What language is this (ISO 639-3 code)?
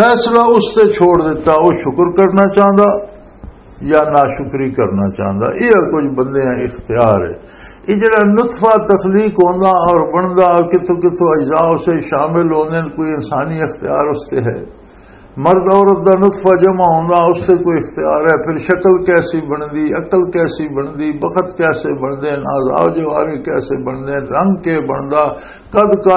lah